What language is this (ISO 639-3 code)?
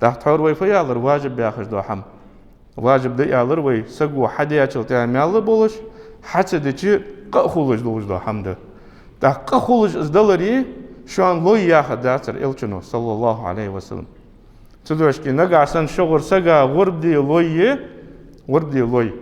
inh